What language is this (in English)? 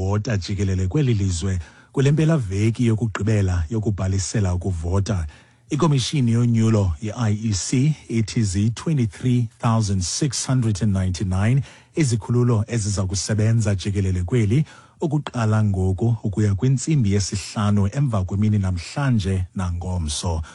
Xhosa